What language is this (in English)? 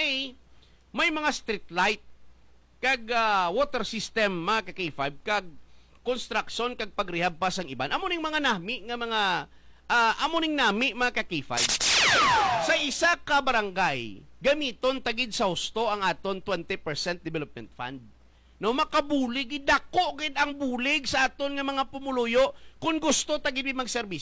Hiligaynon